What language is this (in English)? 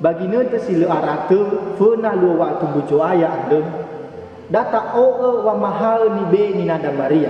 Nias